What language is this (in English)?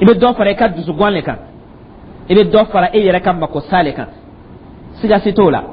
Dyula